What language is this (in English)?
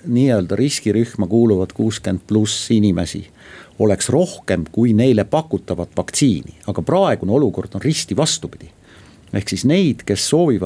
Estonian